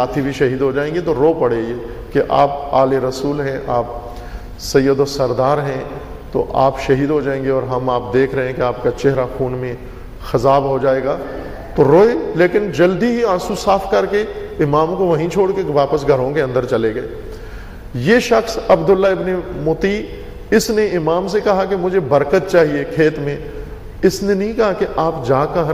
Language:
Urdu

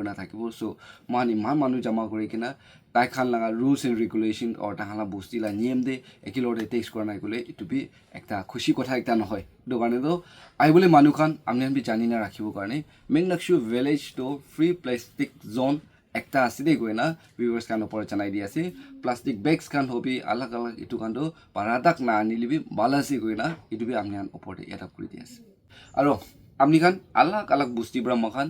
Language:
Naga Pidgin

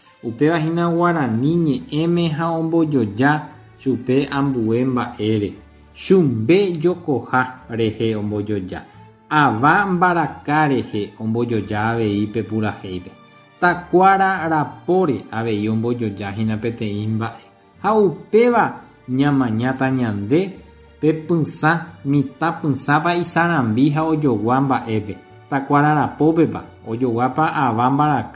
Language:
Guarani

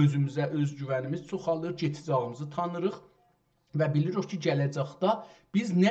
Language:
South Azerbaijani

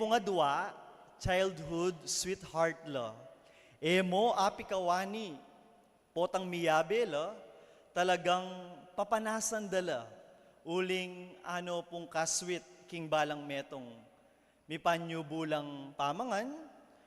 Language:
Pampanga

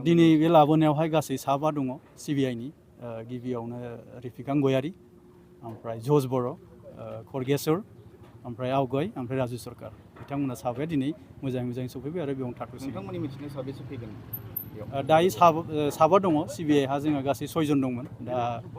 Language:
Bodo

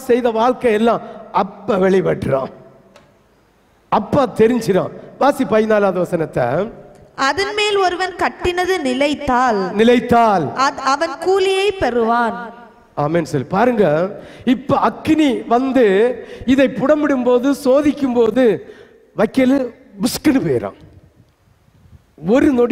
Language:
Tamil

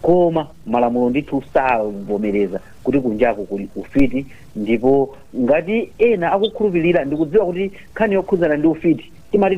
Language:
Nyanja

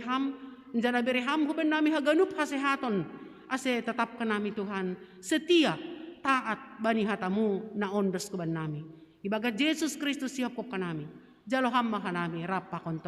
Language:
Batak Simalungun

